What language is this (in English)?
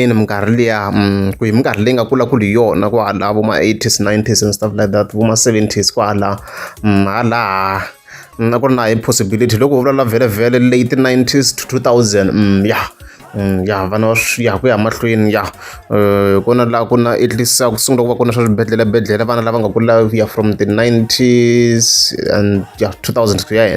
Tsonga